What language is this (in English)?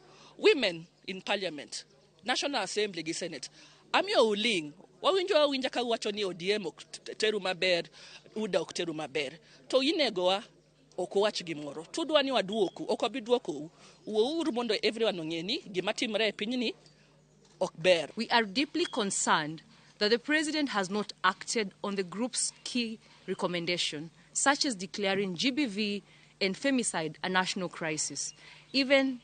Luo (Kenya and Tanzania)